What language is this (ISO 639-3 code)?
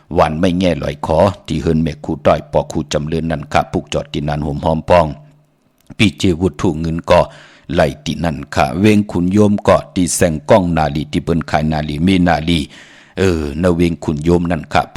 shn